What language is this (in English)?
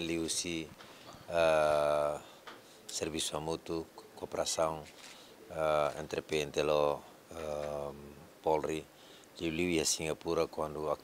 Tetum